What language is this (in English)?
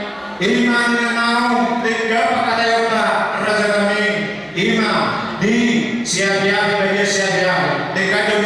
Batak Toba